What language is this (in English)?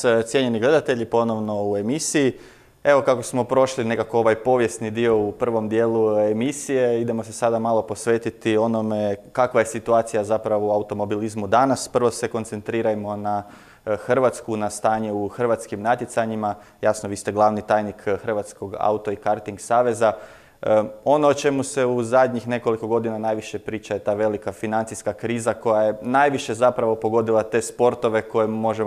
Croatian